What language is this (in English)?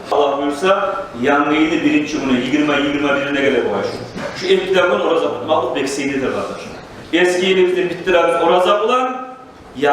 Kumyk